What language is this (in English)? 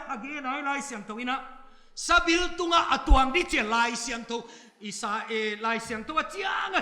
Paite Chin